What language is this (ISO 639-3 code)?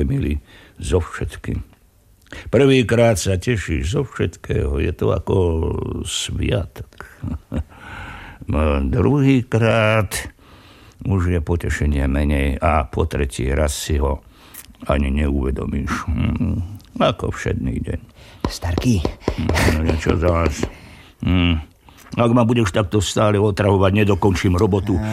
slk